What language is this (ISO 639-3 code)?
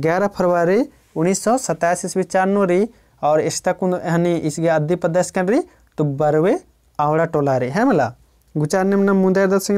kru